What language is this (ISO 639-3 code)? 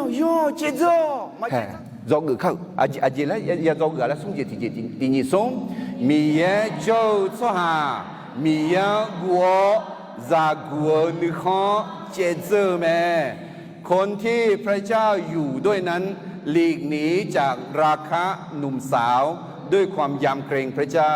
ahk